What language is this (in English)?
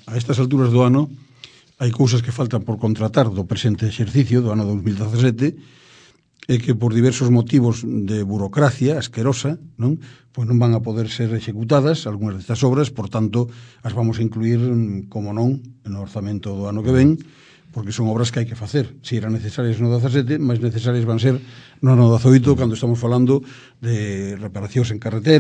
Galician